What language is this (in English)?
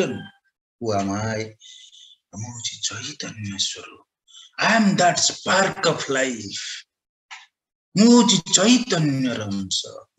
Odia